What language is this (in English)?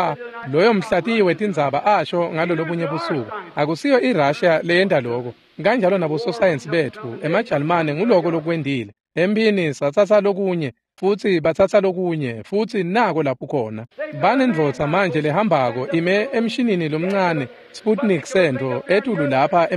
Swati